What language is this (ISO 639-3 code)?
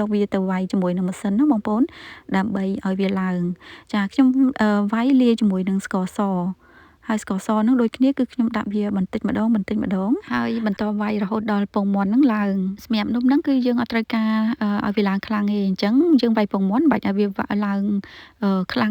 khm